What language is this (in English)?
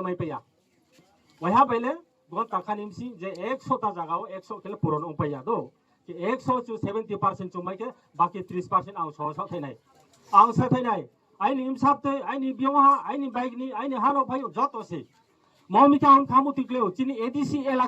Riang (India)